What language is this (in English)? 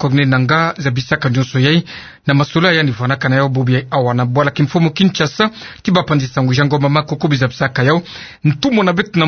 Kituba (Democratic Republic of Congo)